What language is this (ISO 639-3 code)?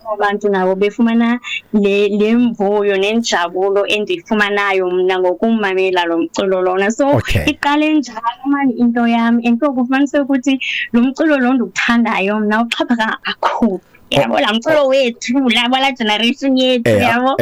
xho